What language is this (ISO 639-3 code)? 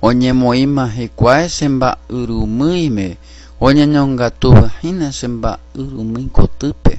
grn